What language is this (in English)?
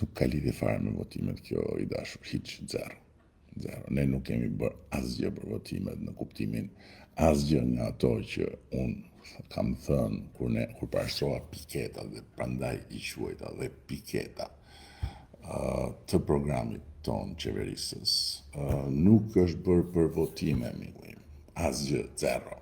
Albanian